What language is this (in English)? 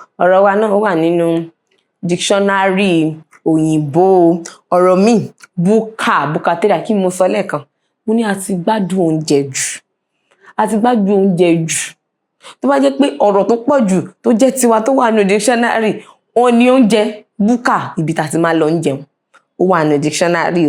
Yoruba